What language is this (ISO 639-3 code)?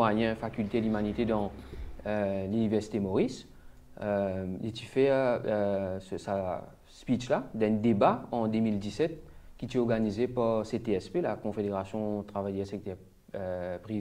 mfe